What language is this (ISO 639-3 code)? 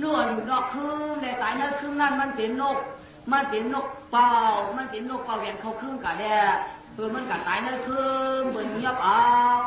shn